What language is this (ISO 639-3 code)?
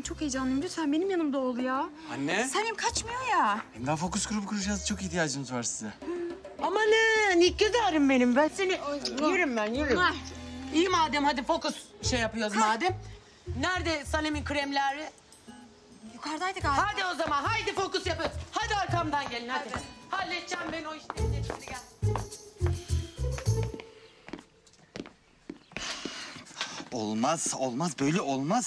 tur